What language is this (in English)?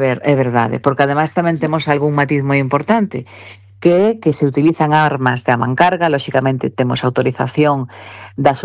Galician